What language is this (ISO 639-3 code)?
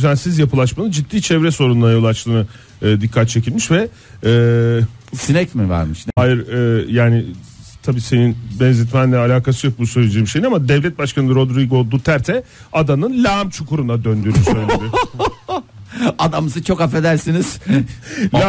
tur